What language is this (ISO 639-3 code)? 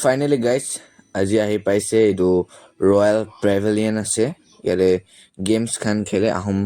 nag